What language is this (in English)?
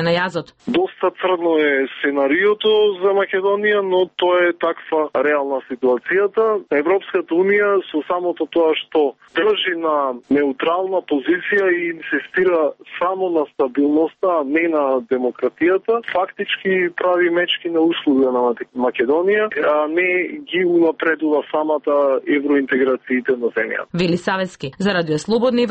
Macedonian